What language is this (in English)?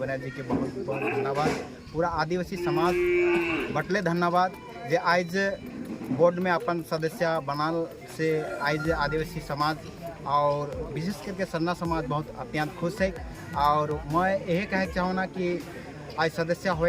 Sadri